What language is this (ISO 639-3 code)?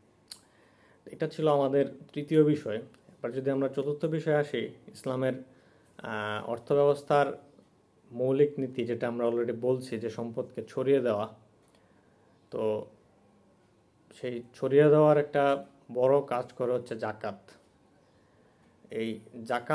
ben